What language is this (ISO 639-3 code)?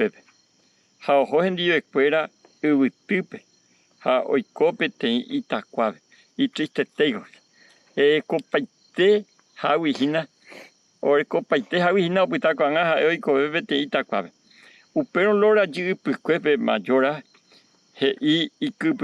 grn